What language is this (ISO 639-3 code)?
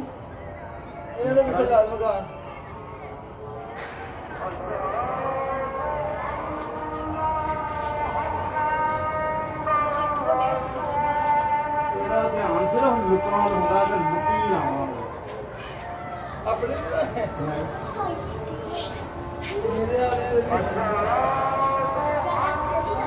pan